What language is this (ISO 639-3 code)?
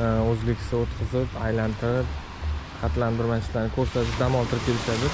uzb